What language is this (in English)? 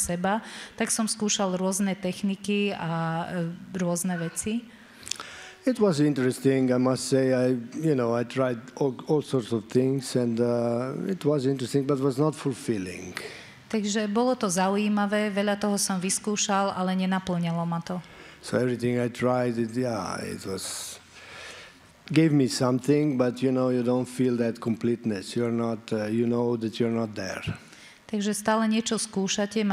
Slovak